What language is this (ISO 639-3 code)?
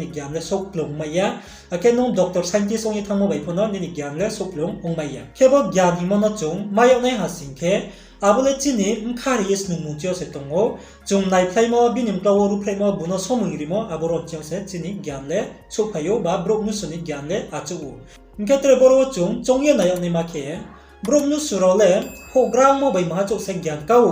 ria